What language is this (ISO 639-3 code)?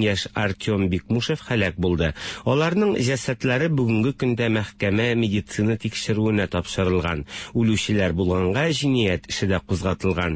tat